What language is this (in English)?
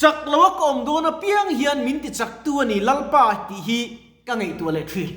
Mizo